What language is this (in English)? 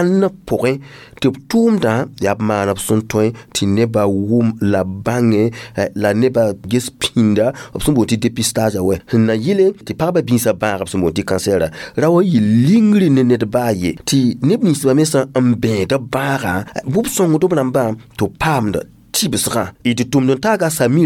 Mossi